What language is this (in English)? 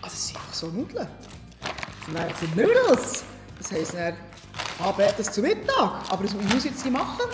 Swiss German